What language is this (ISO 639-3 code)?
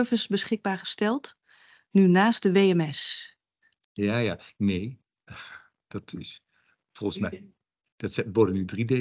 nld